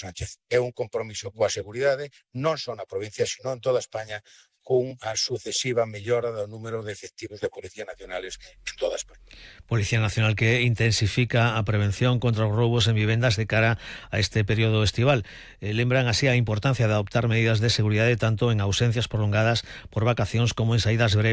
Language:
Galician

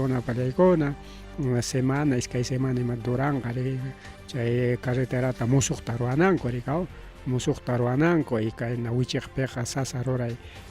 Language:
Ayacucho Quechua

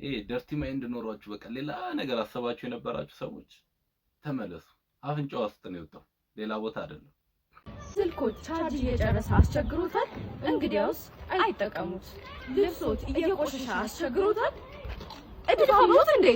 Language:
Amharic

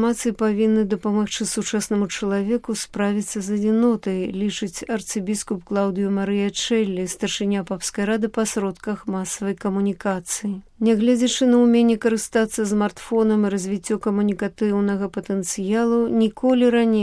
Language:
Belarusian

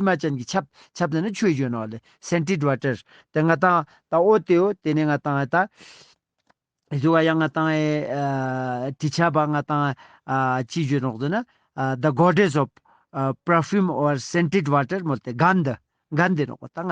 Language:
Ladakhi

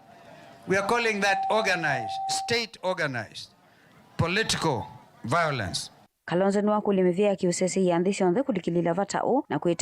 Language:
Kamba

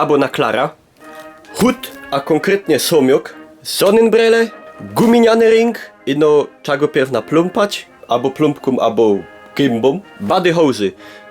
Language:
Silesian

